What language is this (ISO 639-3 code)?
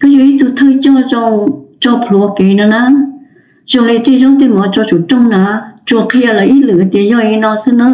hmn